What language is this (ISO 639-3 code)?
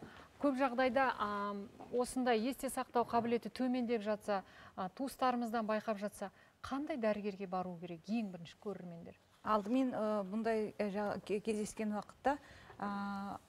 kaz